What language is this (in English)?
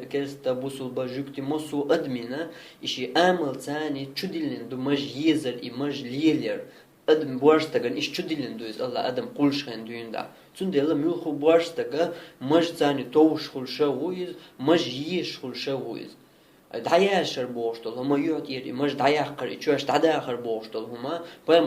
Chechen